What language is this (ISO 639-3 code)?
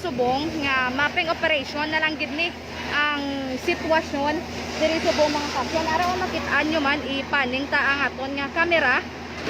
hil